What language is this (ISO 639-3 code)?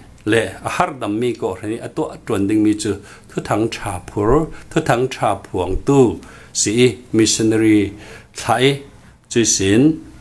cfm